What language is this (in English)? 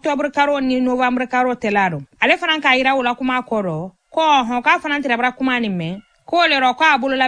Bambara